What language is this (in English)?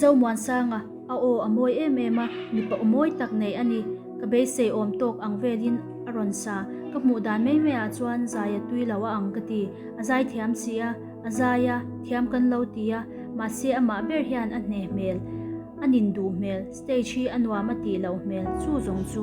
Mizo